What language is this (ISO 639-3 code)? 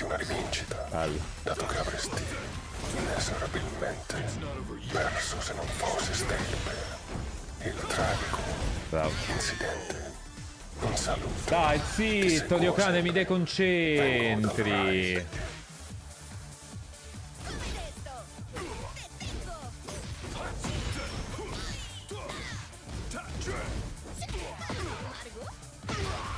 ita